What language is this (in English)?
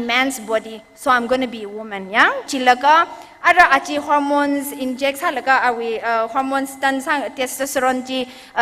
Tangkhul Naga (India)